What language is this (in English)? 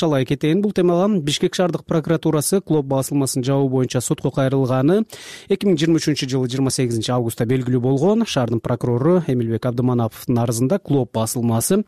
Kyrgyz